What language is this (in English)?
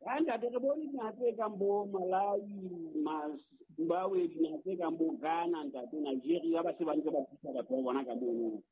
Southern Sotho